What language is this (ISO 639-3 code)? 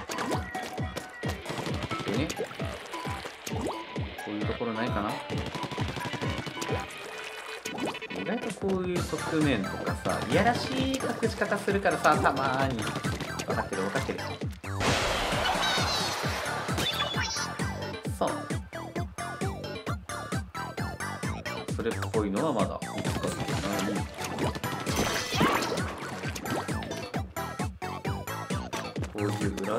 jpn